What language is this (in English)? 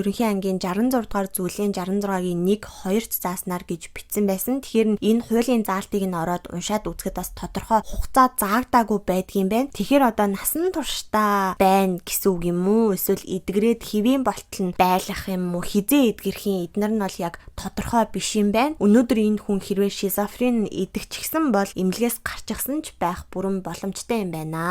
Mongolian